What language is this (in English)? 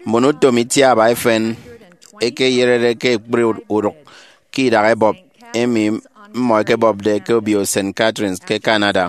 Efik